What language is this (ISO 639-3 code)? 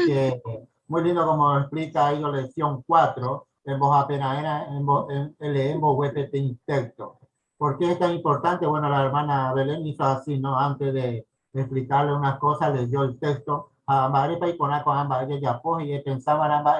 grn